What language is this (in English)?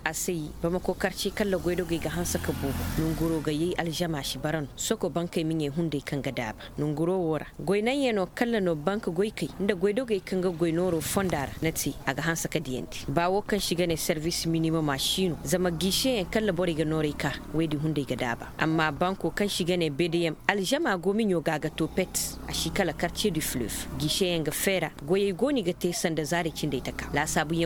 Koyraboro Senni